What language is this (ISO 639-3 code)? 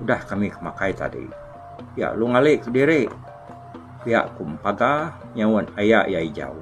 iba